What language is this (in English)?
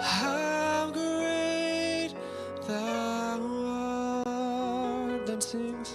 Ewe